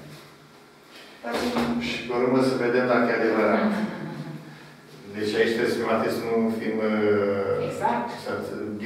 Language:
Romanian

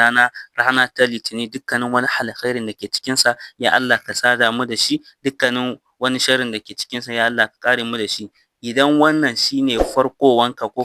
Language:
Hausa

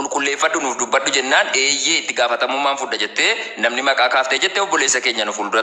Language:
Oromo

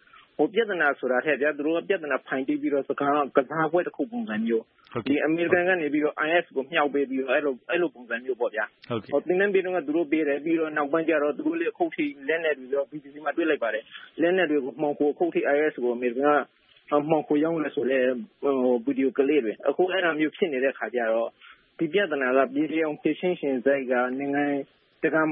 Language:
Burmese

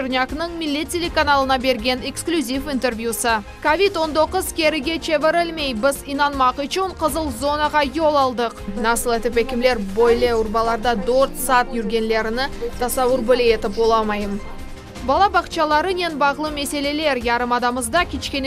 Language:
Crimean Tatar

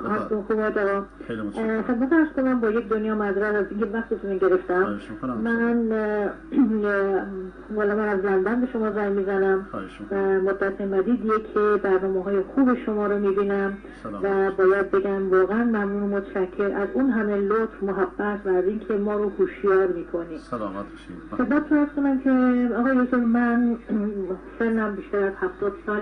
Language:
Persian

